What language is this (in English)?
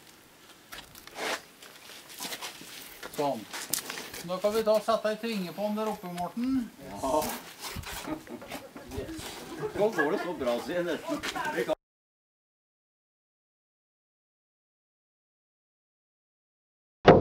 Norwegian